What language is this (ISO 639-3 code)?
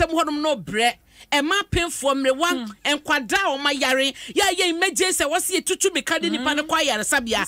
aka